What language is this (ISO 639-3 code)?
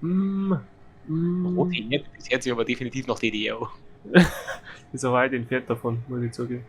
bar